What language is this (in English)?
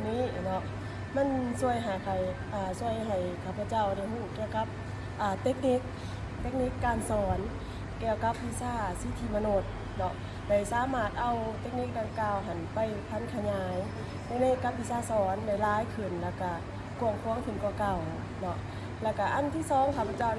Lao